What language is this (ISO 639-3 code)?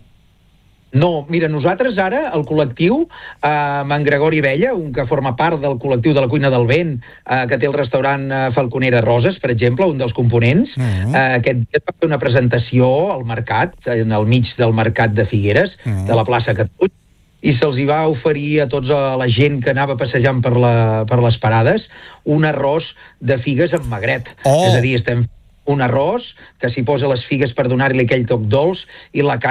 cat